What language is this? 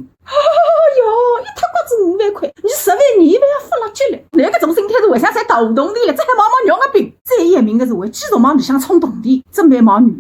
Wu Chinese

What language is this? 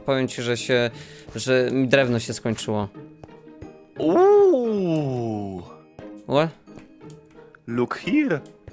Polish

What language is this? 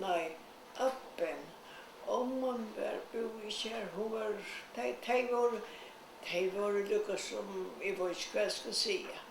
Faroese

